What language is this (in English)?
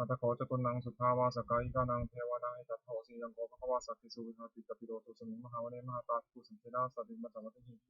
Pali